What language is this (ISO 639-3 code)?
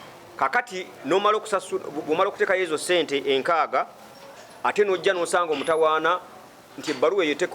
lug